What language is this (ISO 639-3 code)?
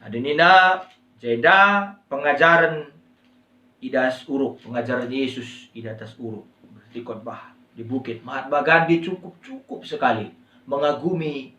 btx